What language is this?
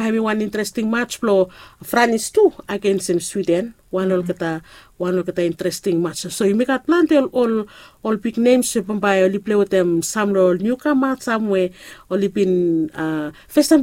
Bislama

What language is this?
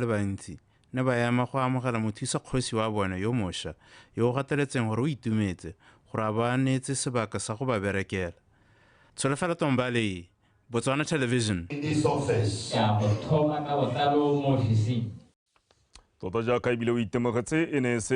Tswana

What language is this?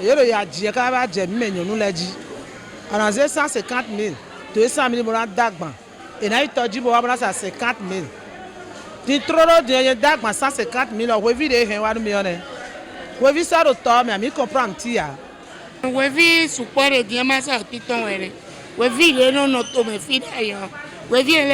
Fon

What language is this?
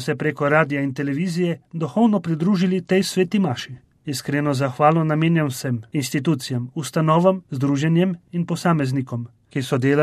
Slovenian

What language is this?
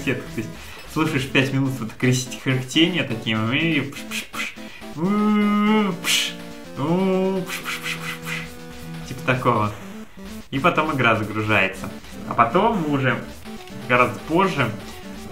Russian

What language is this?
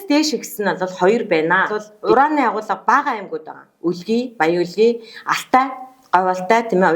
Mongolian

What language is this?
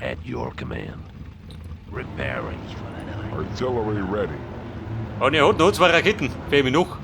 Bavarian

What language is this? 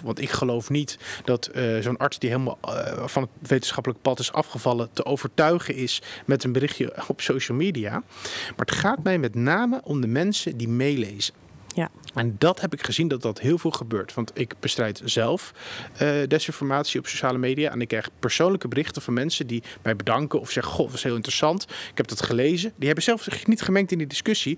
Dutch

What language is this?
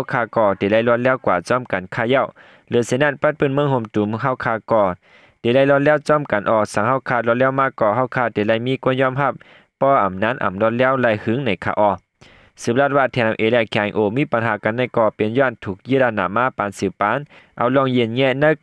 Shan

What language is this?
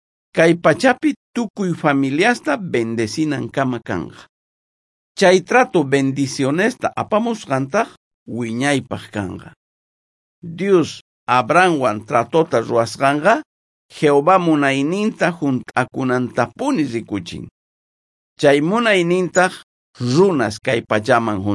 South Bolivian Quechua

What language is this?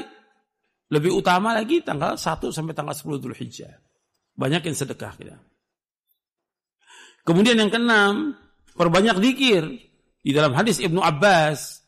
Indonesian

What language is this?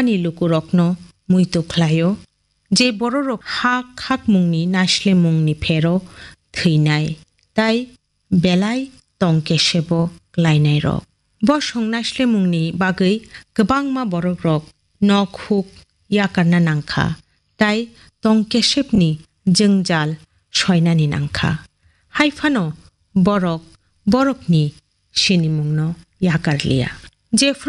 Kok Borok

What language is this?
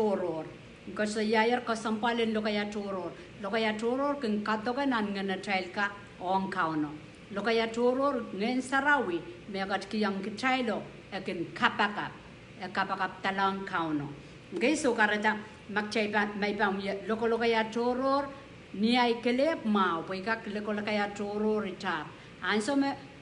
Pohnpeian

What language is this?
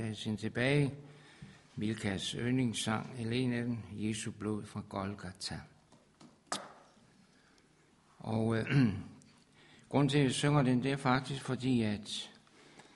Danish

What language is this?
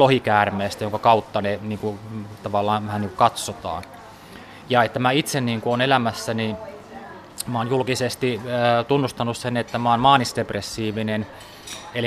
Finnish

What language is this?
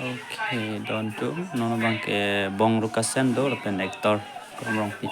Karbi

